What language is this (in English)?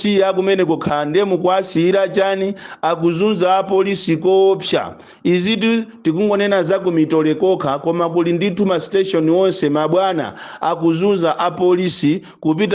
Nyanja